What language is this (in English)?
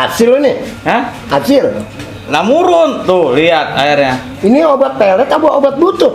Betawi